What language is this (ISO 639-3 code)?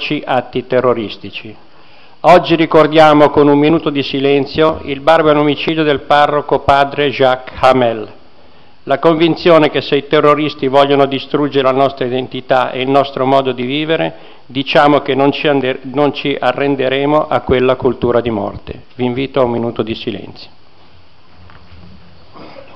ita